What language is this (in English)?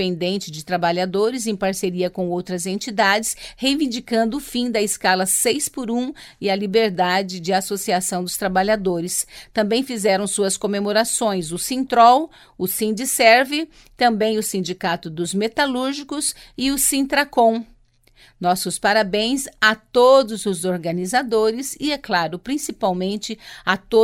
Portuguese